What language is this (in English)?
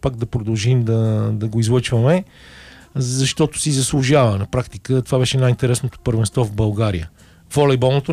Bulgarian